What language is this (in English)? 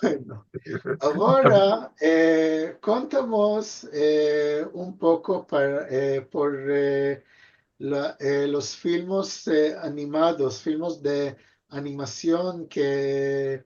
Ladino